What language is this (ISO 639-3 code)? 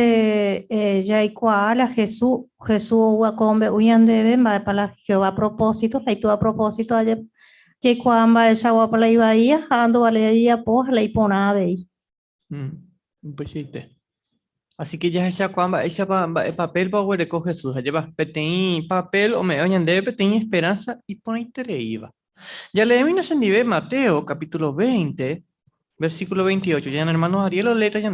grn